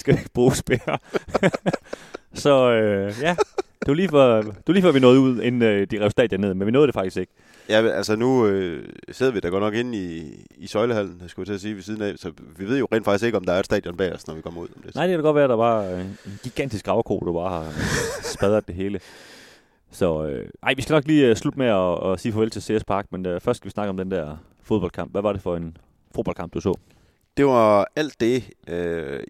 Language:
Danish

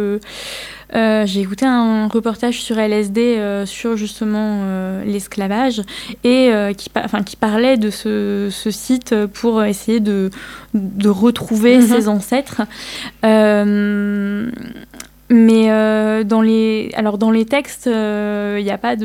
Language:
French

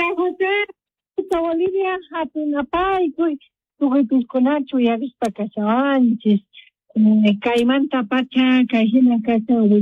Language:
South Bolivian Quechua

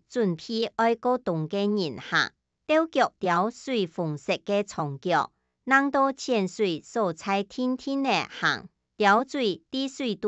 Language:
Hakka Chinese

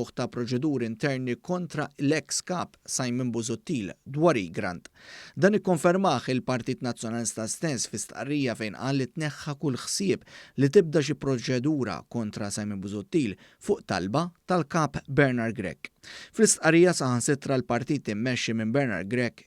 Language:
Maltese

